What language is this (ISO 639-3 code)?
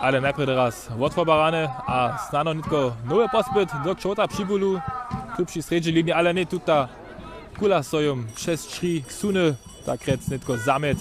hsb